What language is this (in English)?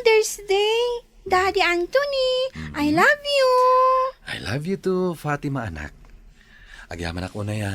Iloko